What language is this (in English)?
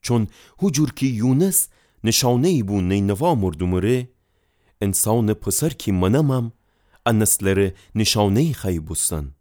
Gilaki